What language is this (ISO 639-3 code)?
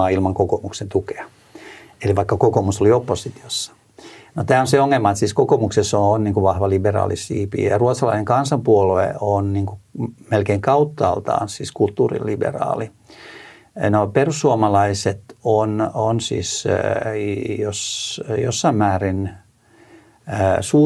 fin